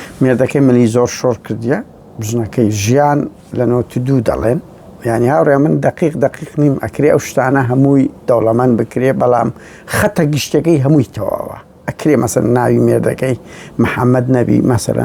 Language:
Central Kurdish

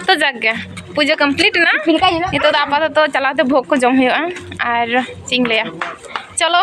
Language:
Santali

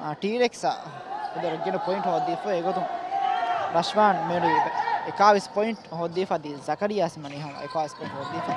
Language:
Divehi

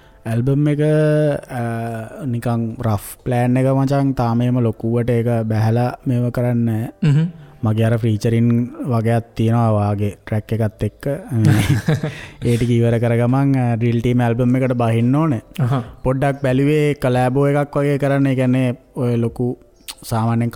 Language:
Sinhala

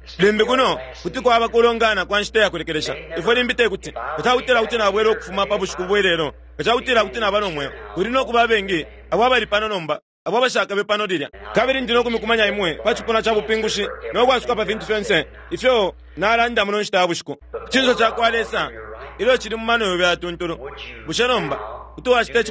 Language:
Bemba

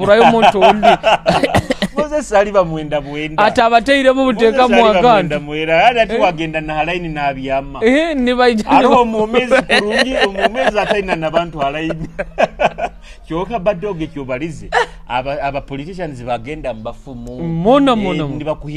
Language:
Nyoro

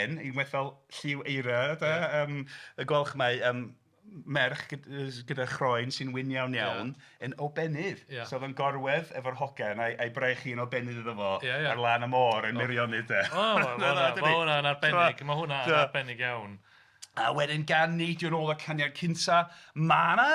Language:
Welsh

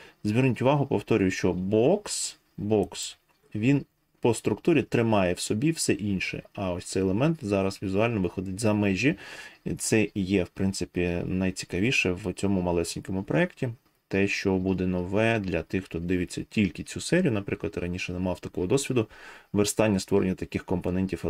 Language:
Ukrainian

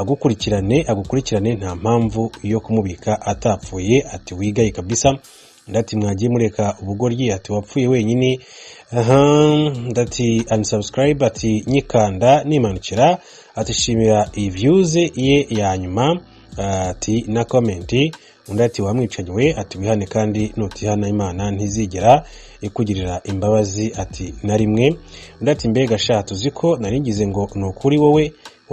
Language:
Kinyarwanda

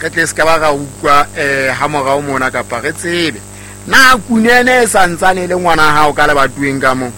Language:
Southern Sotho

